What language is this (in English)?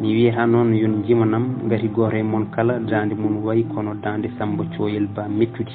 Fula